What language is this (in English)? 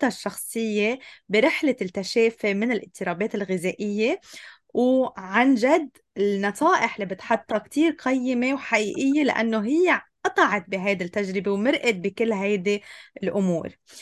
North Levantine Arabic